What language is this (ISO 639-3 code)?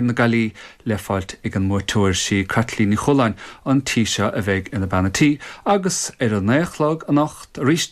gle